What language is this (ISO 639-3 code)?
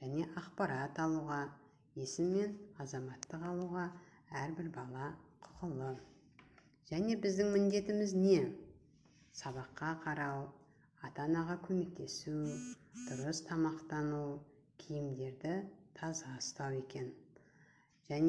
kaz